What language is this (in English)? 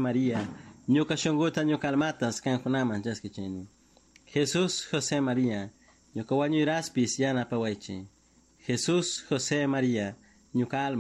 Chimborazo Highland Quichua